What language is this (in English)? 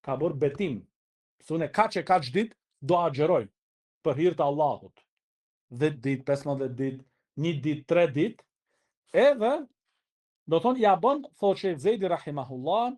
Albanian